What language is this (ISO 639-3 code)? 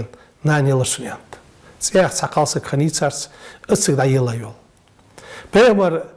inh